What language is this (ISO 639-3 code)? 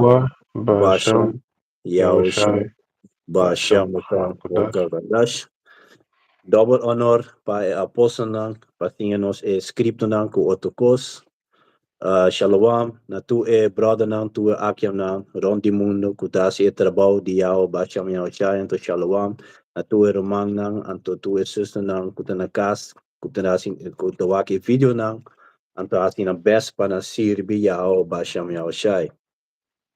pap